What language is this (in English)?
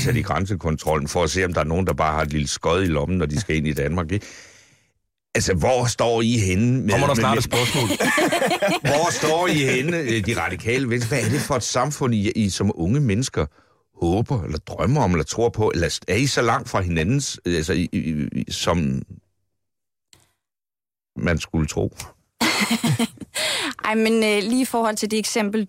Danish